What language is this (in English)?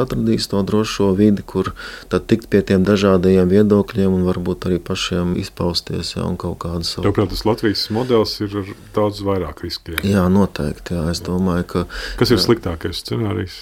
Latvian